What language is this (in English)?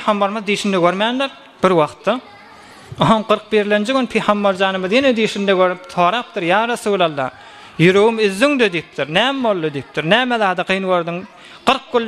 Turkmen